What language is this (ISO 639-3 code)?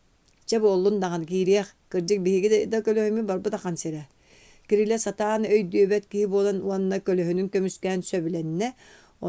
sah